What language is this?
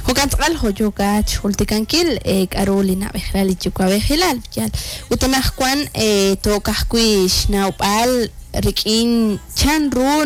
Kekchí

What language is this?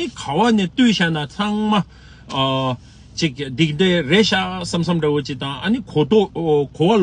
Tibetan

